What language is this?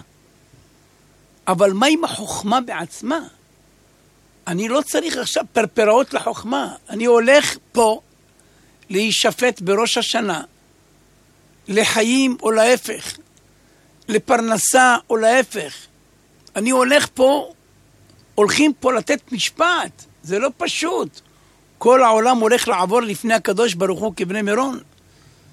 Hebrew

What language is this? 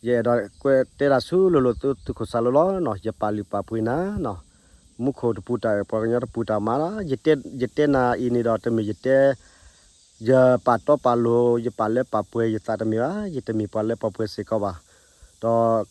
S'gaw Karen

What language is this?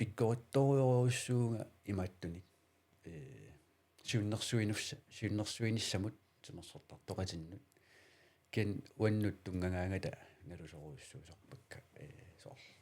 Kalaallisut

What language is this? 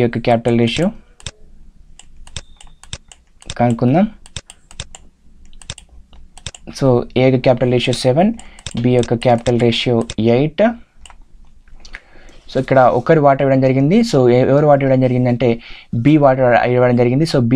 Telugu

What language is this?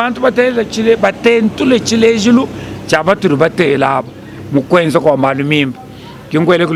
Luba-Lulua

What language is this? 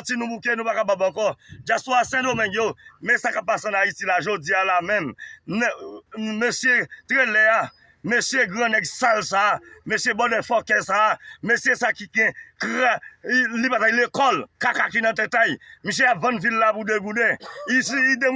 Haitian Creole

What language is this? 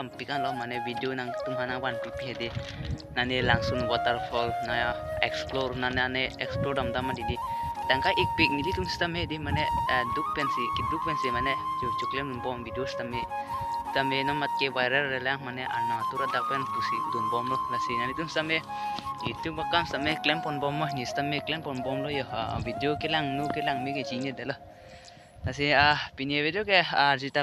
Karbi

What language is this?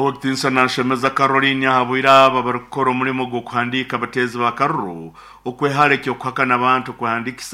Nyoro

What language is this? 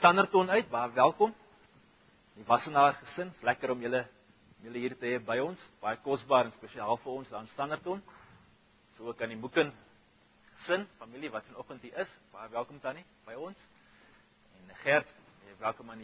Afrikaans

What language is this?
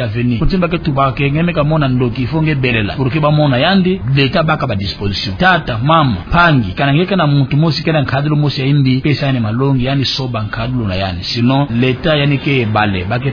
Kituba (Democratic Republic of Congo)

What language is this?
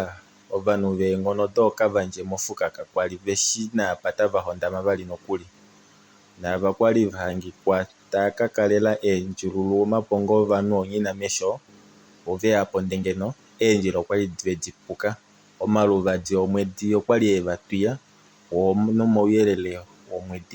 Kuanyama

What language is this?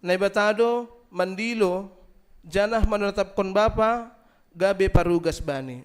Batak Simalungun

